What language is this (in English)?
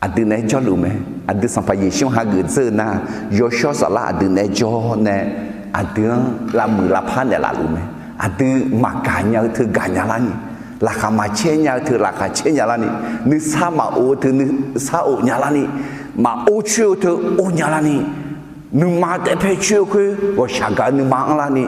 Akha